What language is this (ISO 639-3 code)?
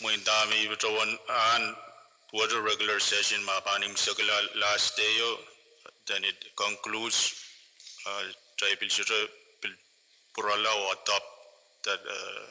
pon